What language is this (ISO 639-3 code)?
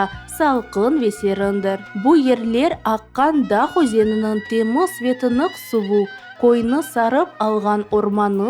crh